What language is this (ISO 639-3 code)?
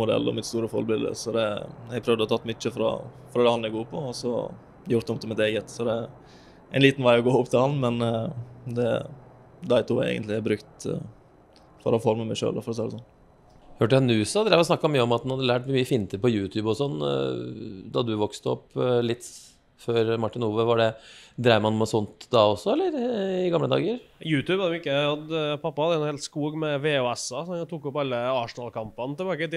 nor